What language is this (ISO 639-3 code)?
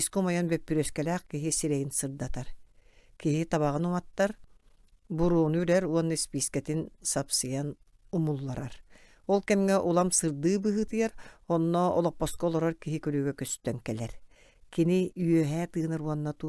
sah